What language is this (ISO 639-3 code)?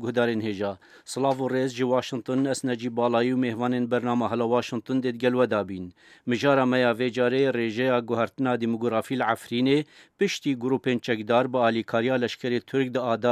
kur